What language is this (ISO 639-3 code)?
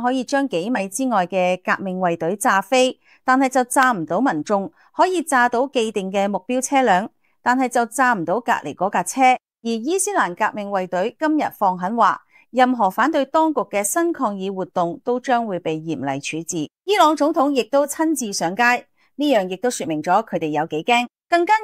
yue